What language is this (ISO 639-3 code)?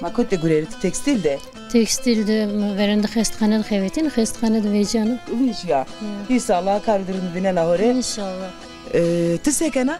zza